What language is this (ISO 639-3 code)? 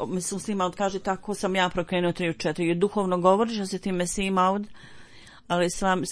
bos